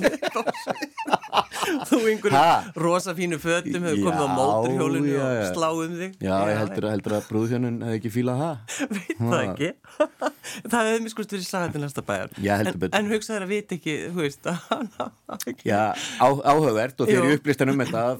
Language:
Icelandic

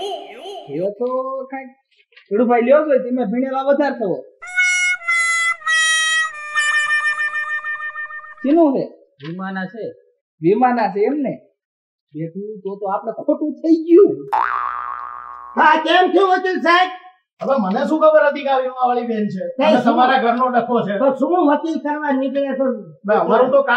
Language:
Gujarati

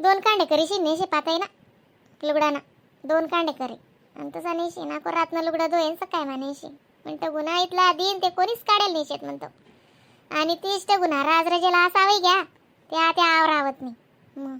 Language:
Khandesi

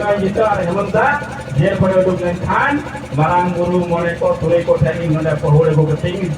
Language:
Santali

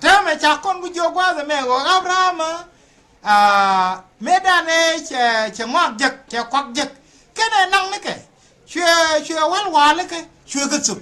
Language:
Nuer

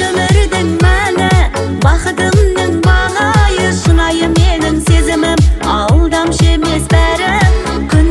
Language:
Kazakh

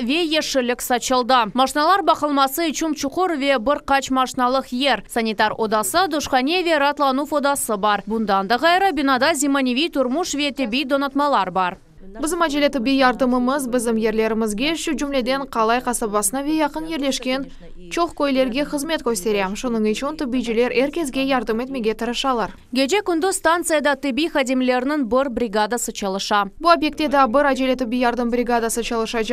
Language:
Crimean Tatar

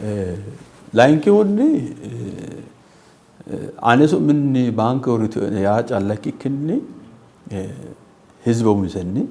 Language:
Sidamo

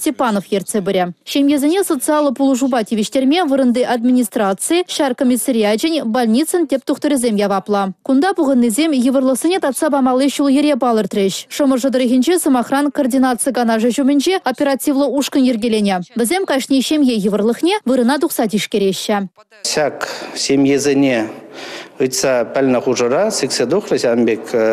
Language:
Chuvash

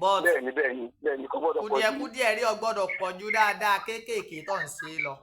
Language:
Yoruba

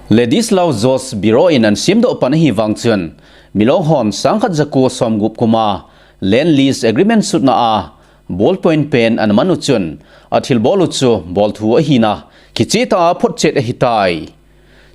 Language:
Thado Chin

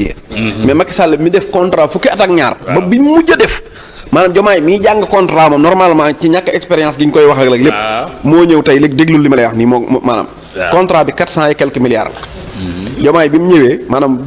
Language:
Wolof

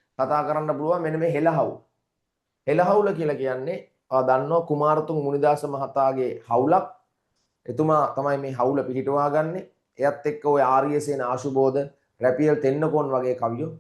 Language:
Sinhala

